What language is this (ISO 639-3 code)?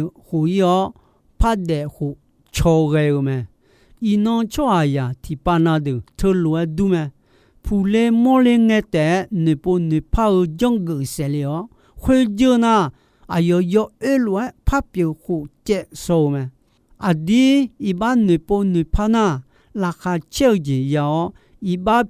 ahk